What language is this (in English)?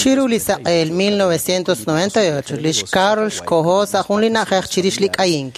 Kekchí